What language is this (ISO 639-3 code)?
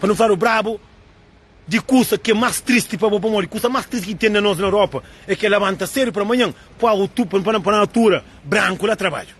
kea